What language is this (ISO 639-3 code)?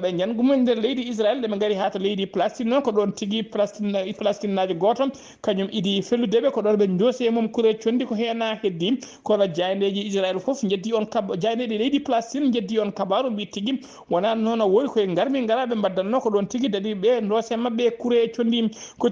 ful